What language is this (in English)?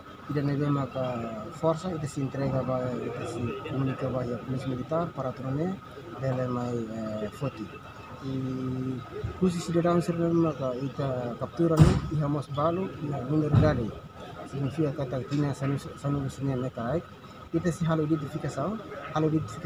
Tetum